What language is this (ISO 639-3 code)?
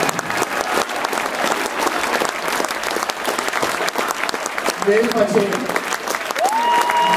dan